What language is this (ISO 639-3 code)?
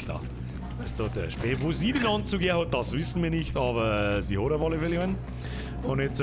bar